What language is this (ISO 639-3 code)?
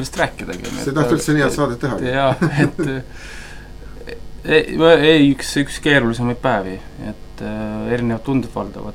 est